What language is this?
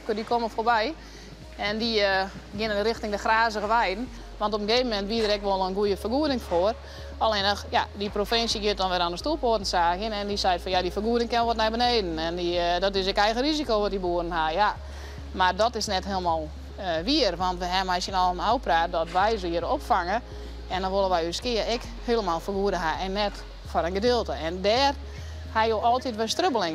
Western Frisian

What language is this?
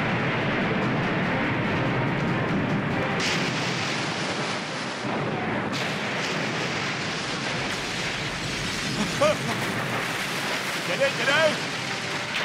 Vietnamese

